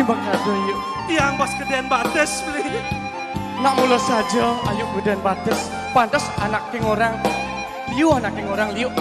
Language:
Balinese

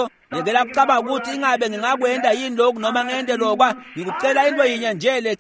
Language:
Swati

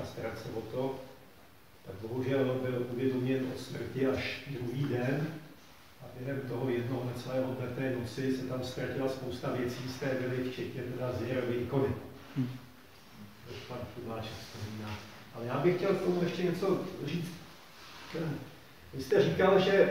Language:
Czech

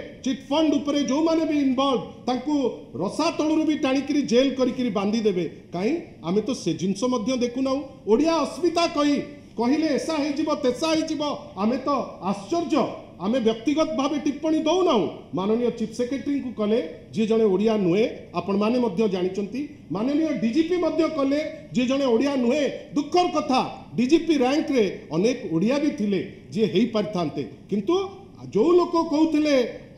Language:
Odia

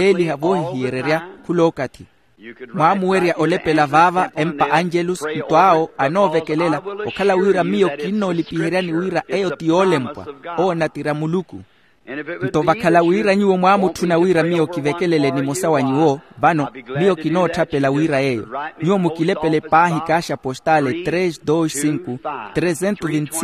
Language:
Makhuwa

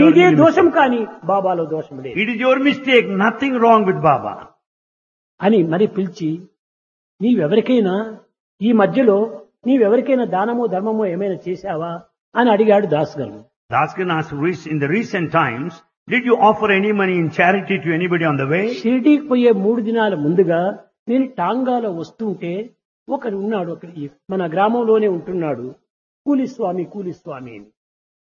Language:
Telugu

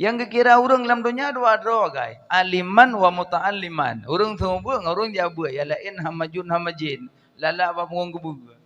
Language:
Achinese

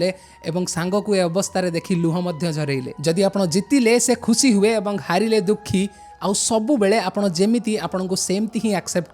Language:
Odia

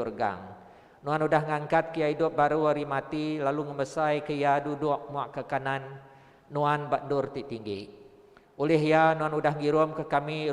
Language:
Iban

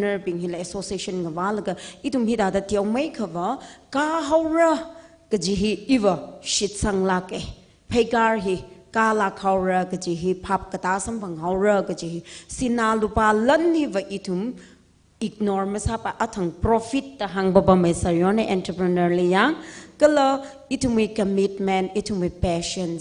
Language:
Tangkhul Naga (India)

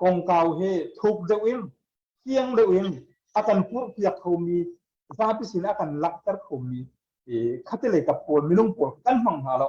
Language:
Hakha Chin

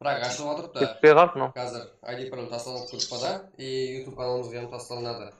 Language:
Kara-Kalpak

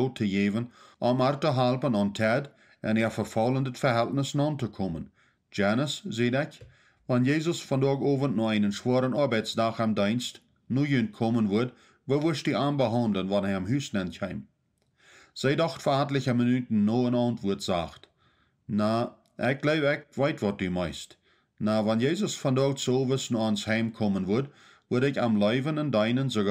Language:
Plautdietsch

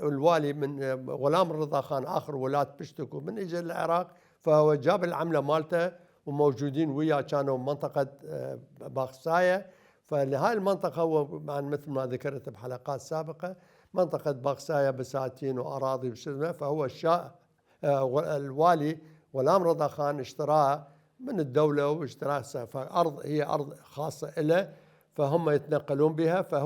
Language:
Mesopotamian Arabic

